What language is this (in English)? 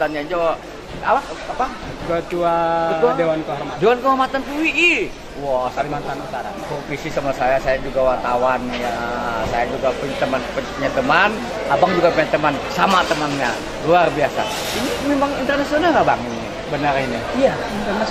Banjar